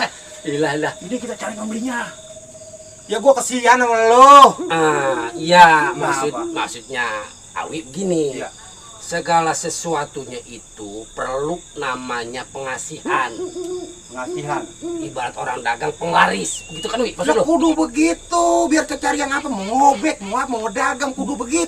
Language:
Betawi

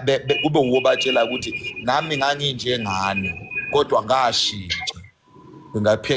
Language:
Zulu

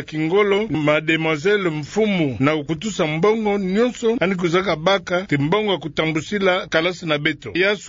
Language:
Kituba (Democratic Republic of Congo)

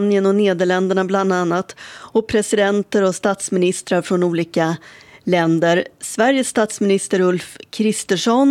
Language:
Swedish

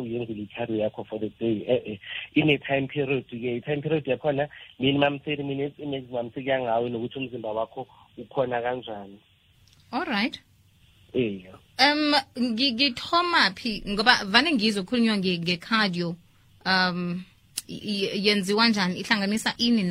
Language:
South Ndebele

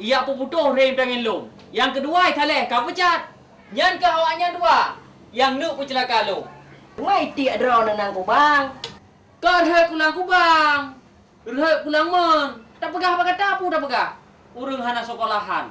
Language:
Achinese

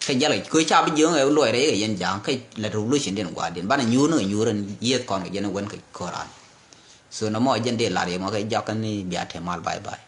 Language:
Nuer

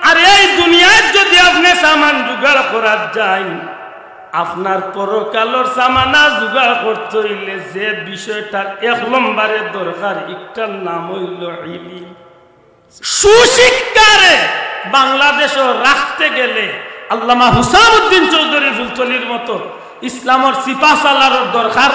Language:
Sylheti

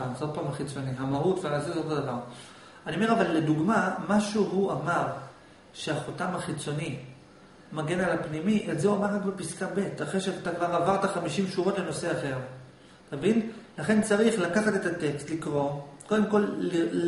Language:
Hebrew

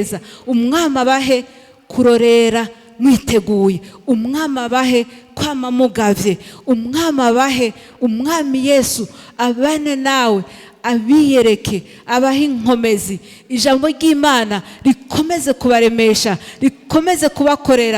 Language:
Rundi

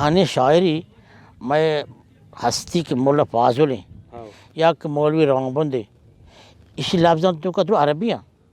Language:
Baluchi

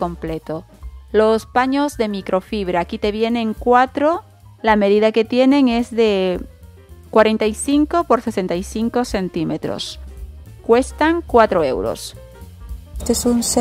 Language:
Spanish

